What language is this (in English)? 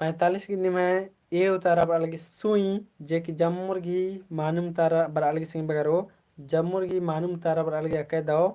Kurukh